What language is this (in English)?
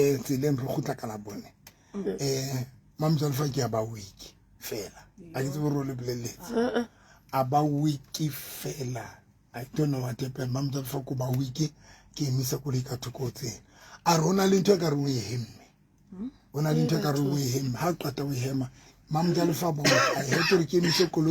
Southern Sotho